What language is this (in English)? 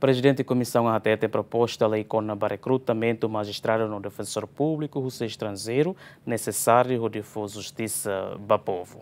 Tetum